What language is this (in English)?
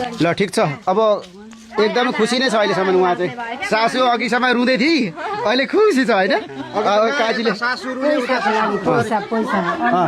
Nepali